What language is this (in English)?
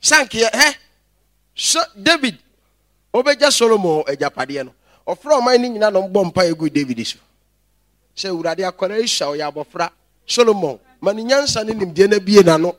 Akan